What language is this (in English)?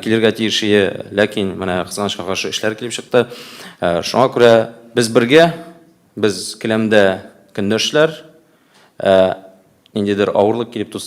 Tatar